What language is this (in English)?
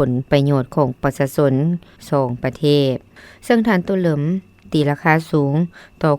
Lao